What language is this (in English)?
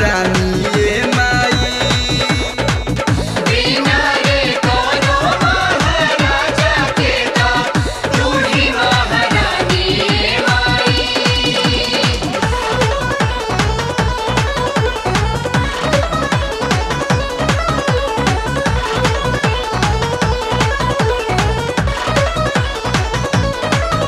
Bhojpuri